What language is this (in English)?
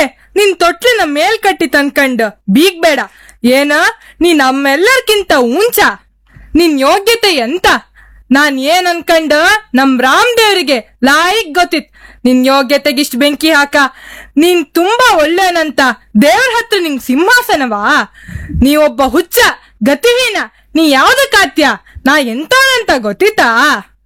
Kannada